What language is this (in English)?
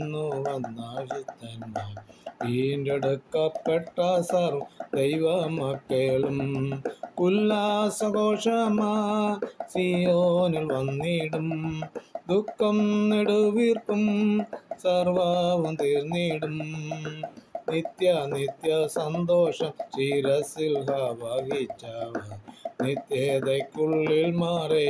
Malayalam